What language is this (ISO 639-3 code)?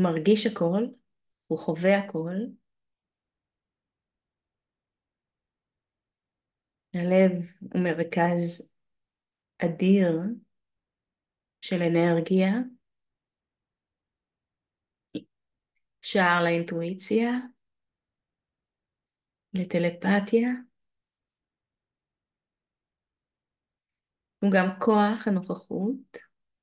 heb